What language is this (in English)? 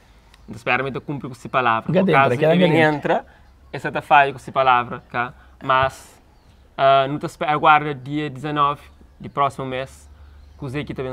Kabuverdianu